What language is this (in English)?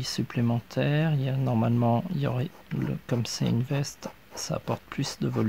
French